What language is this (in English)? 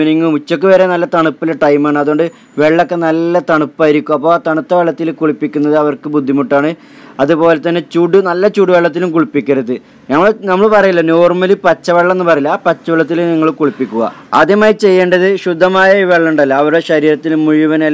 Malayalam